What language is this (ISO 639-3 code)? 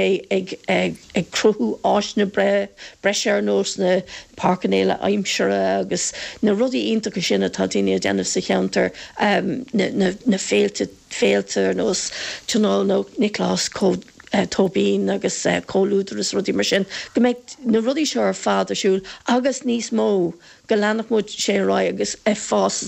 gle